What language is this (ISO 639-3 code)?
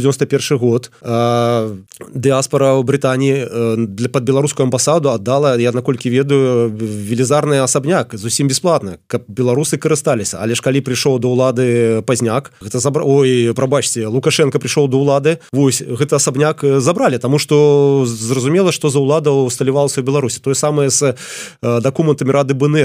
bel